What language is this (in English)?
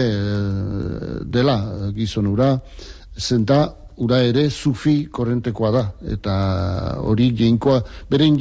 Basque